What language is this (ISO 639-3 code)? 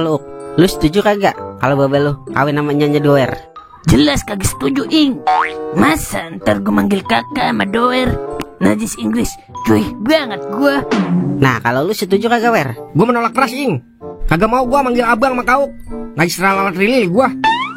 bew